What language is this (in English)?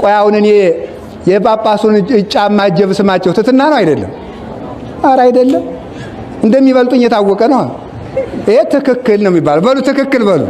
Amharic